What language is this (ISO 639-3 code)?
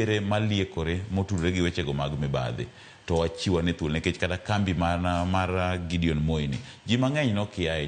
luo